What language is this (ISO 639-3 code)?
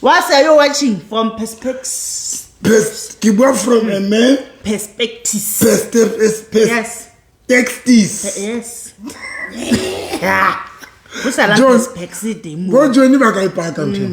sot